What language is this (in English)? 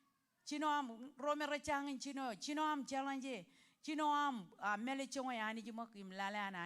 Marshallese